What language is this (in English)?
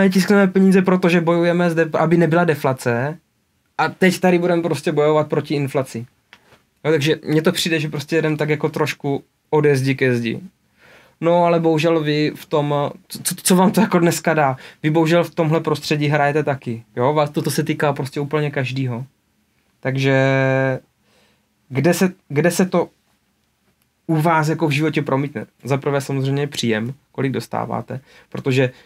Czech